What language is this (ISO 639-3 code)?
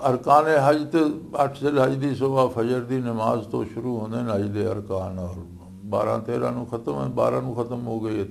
lah